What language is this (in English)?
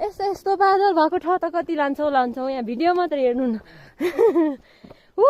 Nepali